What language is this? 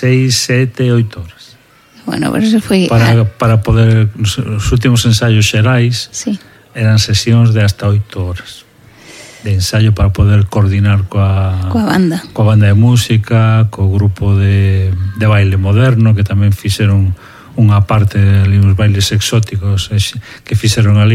Galician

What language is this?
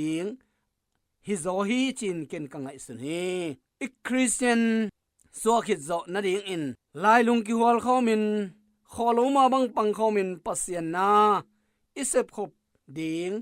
Tedim Chin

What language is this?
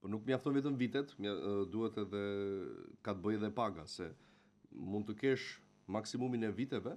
Albanian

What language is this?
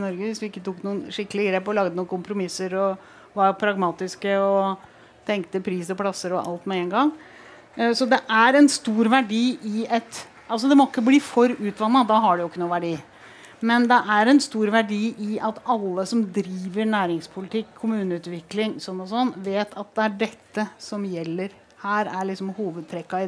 Norwegian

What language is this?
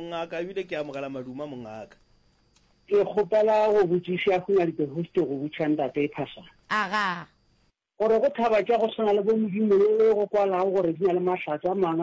Northern Sotho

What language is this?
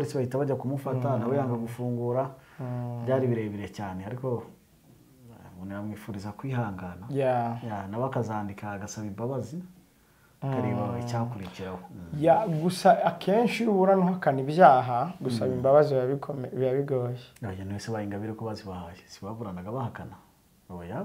Kinyarwanda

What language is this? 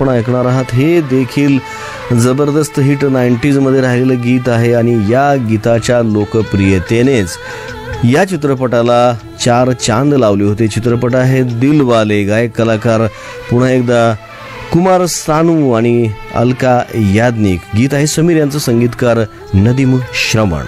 Marathi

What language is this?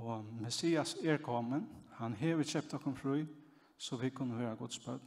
Faroese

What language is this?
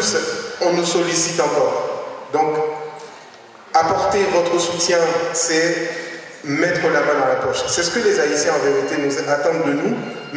French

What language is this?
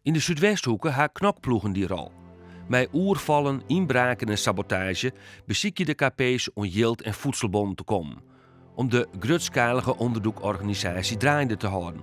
Western Frisian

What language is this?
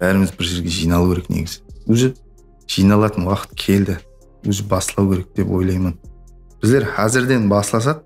Kara-Kalpak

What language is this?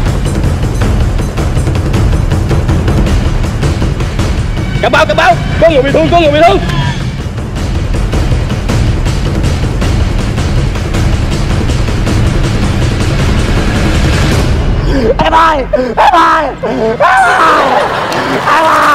Vietnamese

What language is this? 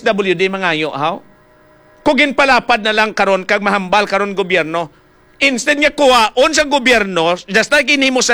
Hiligaynon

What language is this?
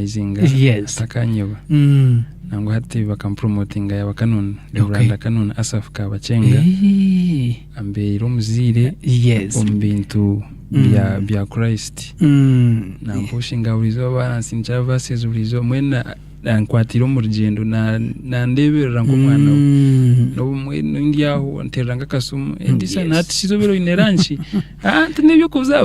Nyankole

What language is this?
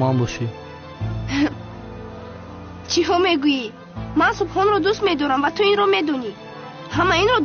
Tajik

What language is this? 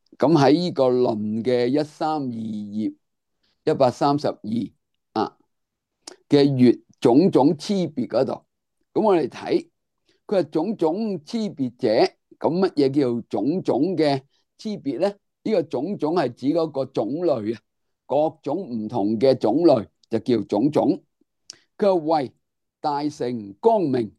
Cantonese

